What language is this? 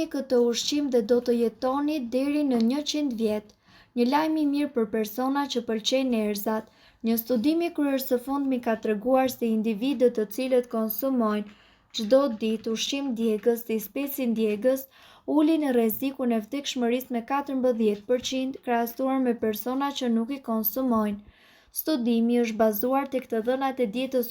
Albanian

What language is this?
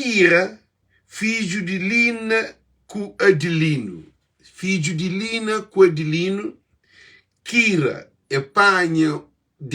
Kabuverdianu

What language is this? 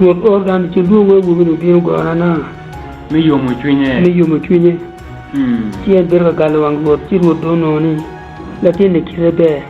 Acoli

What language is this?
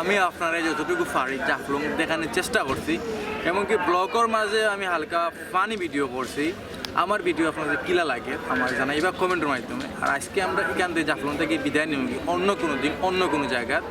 Sylheti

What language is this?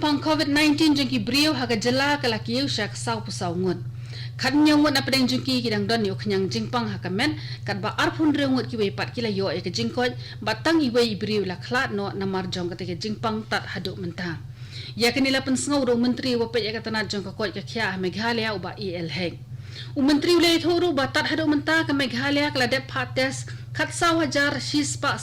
Khasi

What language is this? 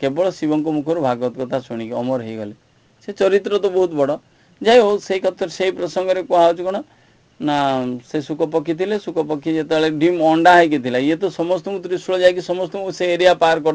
Odia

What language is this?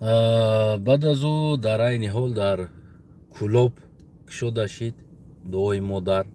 Tajik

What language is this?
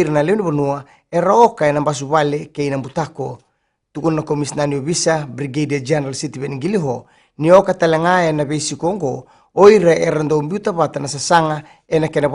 Fijian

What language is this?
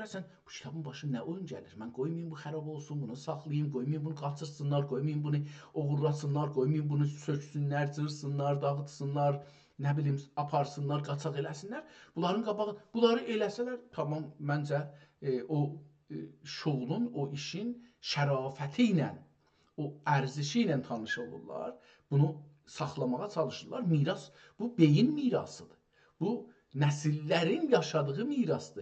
South Azerbaijani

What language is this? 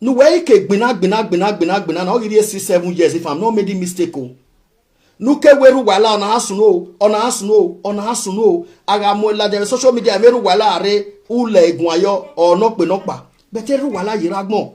Nigerian Pidgin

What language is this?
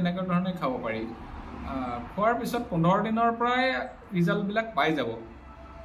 Assamese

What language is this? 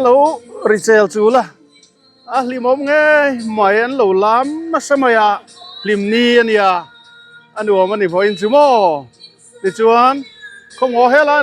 Mizo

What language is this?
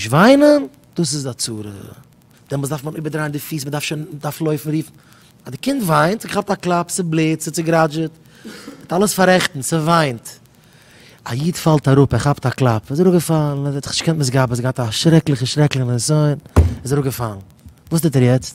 Yiddish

